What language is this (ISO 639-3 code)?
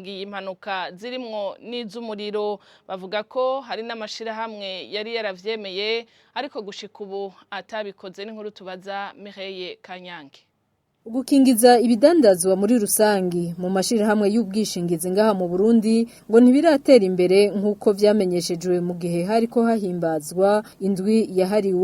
run